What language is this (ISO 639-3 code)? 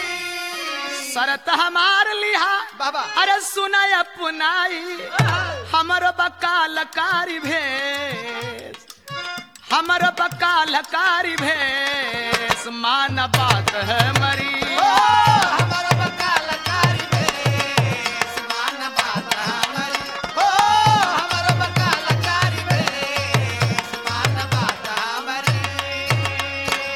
bho